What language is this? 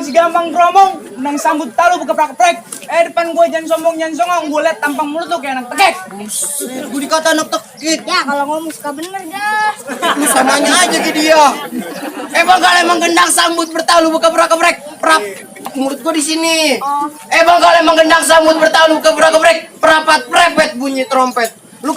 Betawi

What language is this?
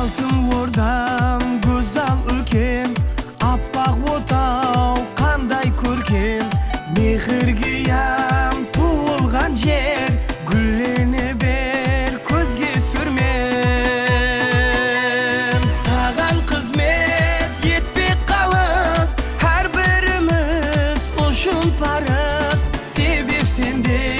Kara-Kalpak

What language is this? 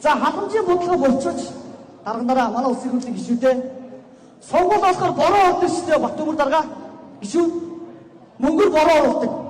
Mongolian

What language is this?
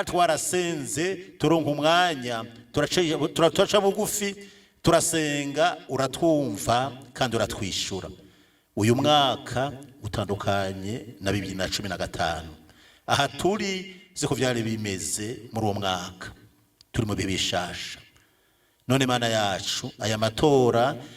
Rundi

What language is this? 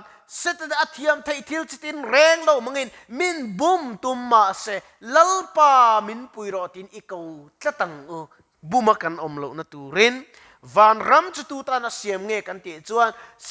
Mizo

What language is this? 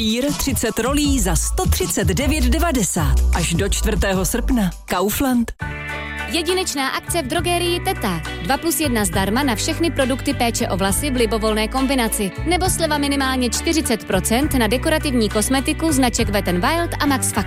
Czech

